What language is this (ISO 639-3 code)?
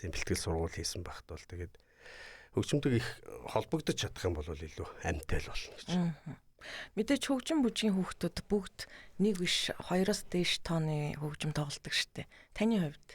mon